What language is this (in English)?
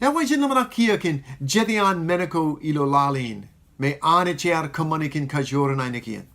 Marshallese